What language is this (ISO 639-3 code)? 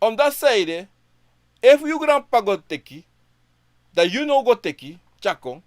srn